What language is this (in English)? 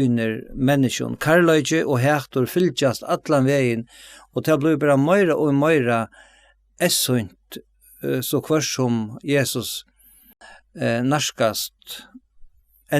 Faroese